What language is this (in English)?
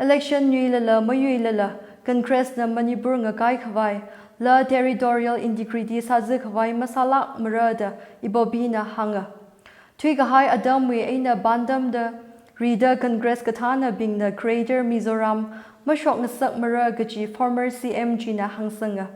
Tangkhul Naga (India)